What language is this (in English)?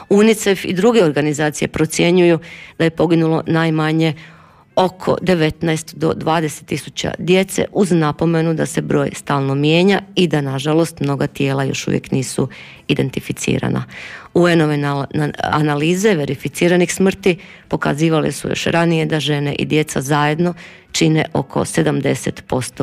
Croatian